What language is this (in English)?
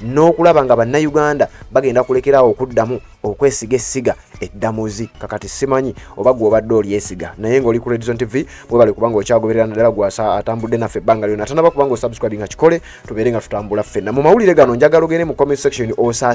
Ganda